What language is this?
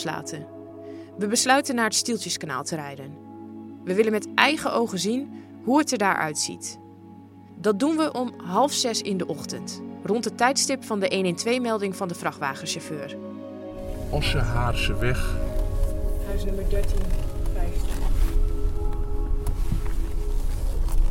Dutch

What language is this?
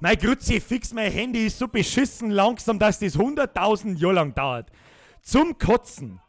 Bavarian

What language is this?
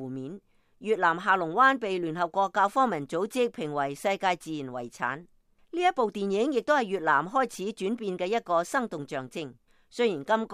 Cantonese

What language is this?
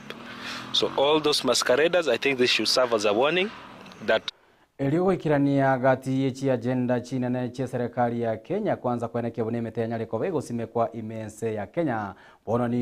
Gusii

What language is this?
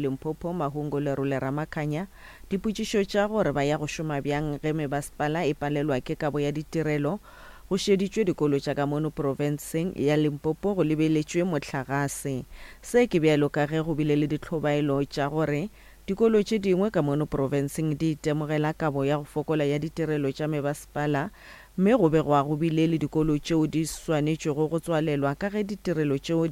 Northern Sotho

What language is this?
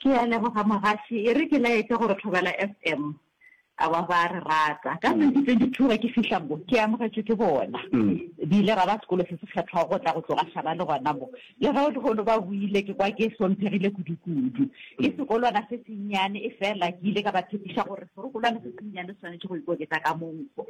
Northern Sotho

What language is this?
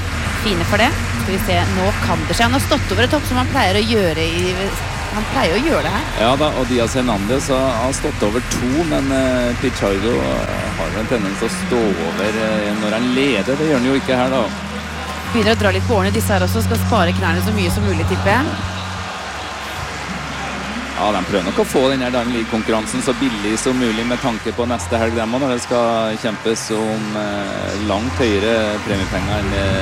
Norwegian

